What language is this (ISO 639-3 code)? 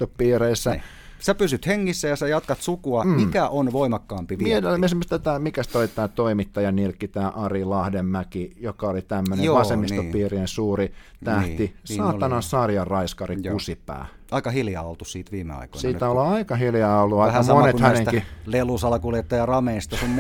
fin